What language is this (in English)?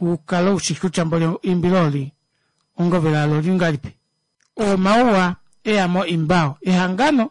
Kuanyama